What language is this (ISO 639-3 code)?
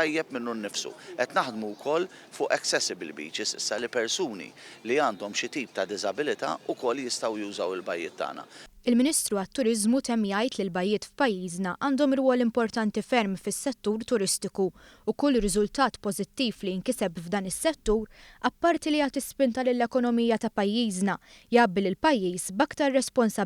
mlt